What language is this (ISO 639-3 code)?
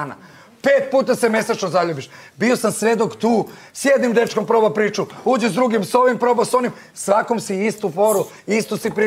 srp